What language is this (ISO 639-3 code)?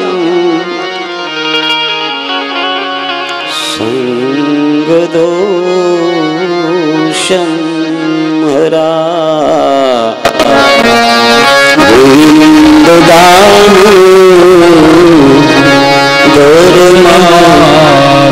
guj